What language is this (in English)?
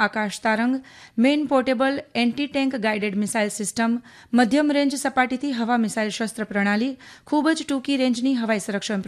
Gujarati